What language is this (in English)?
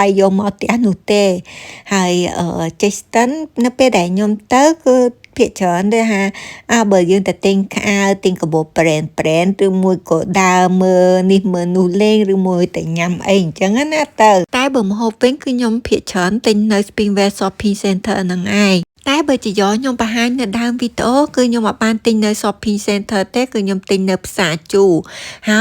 Khmer